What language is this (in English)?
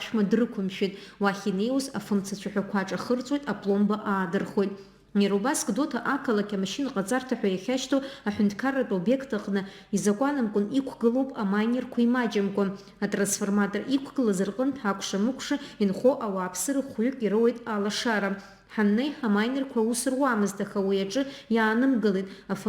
Abkhazian